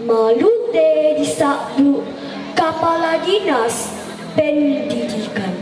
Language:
Toraja-Sa'dan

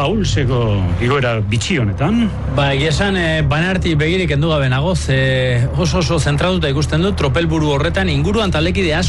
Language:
Basque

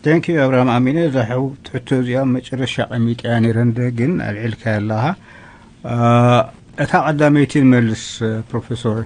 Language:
Tigrinya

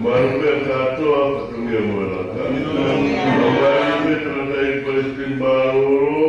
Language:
Tongan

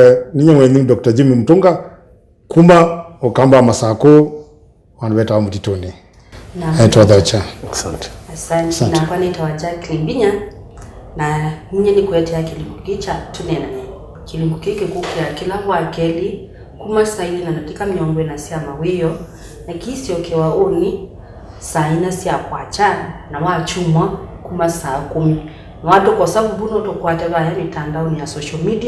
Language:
Kamba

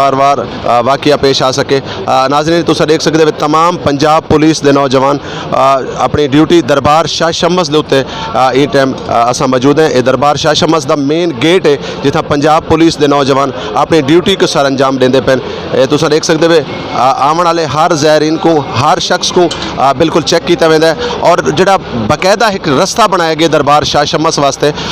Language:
Saraiki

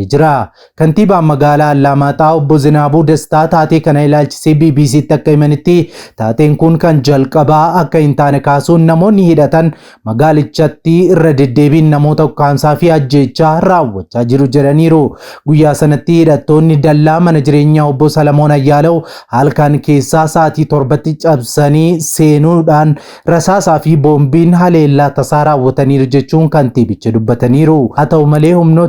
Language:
Oromo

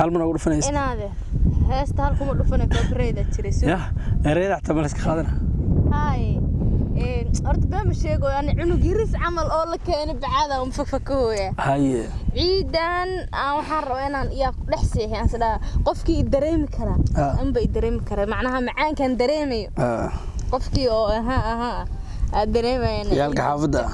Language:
Somali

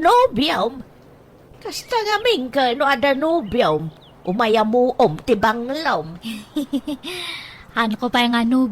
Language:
Iloko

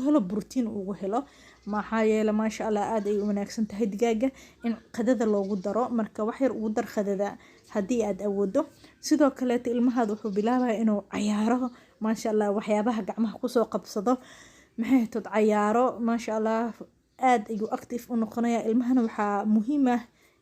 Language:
Somali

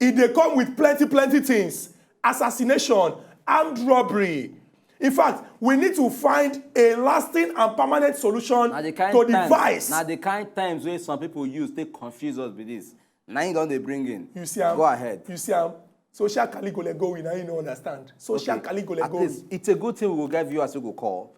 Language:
Nigerian Pidgin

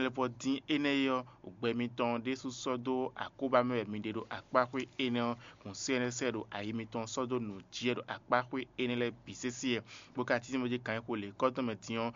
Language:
Fon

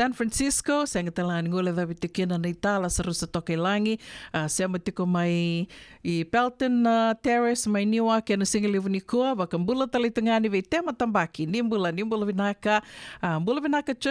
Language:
Fijian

